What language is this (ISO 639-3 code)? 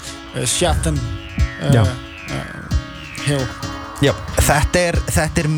isl